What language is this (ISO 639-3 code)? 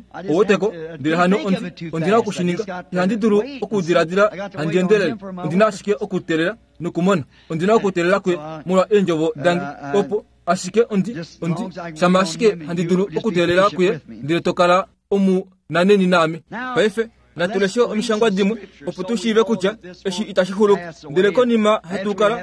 kua